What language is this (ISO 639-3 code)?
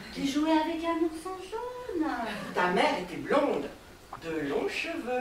fra